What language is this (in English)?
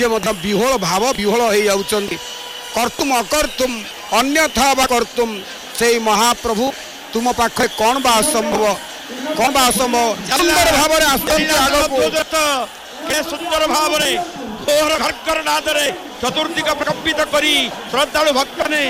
Odia